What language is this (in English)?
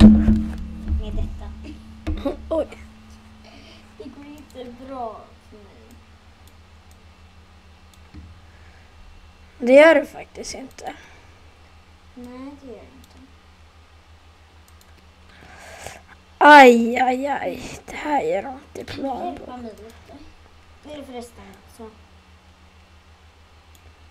Swedish